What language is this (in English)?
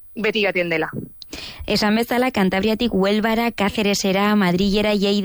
Basque